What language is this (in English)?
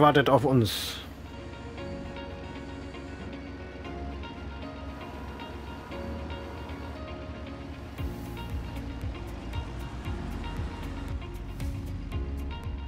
German